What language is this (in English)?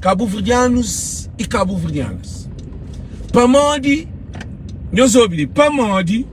Kabuverdianu